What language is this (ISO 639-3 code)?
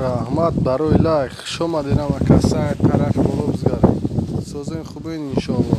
tgk